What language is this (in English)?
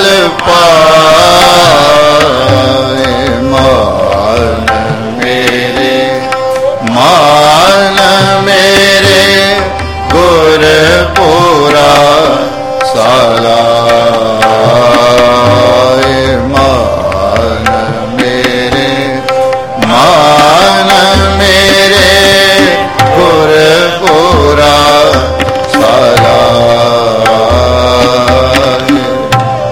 Punjabi